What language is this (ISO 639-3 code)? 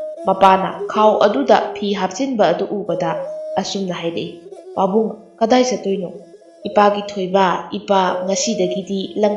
mni